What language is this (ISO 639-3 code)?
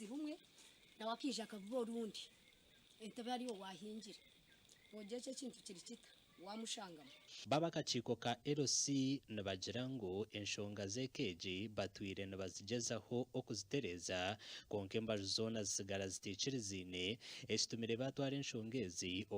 nyn